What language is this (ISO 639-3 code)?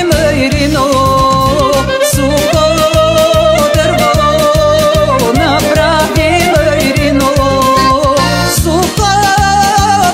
bul